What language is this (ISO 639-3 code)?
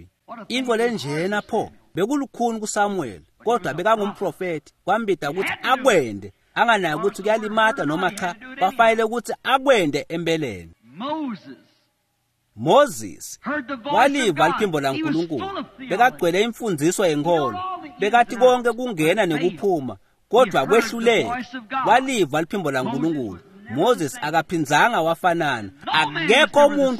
ssw